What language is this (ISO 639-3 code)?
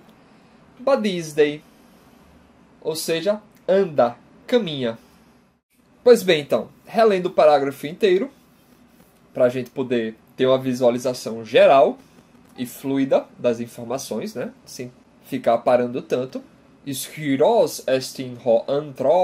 por